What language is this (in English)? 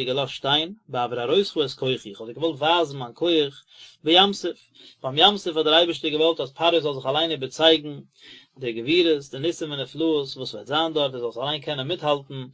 Yiddish